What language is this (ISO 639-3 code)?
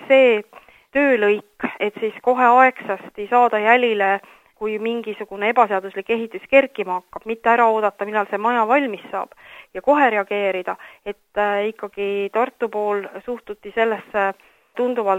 est